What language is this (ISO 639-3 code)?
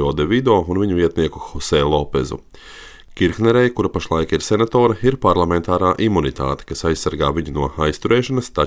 lav